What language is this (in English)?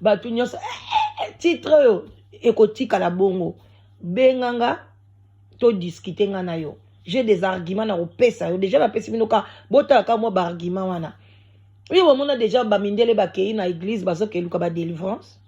Lingala